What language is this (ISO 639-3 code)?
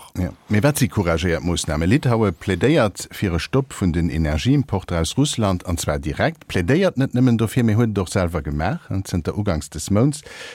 ltz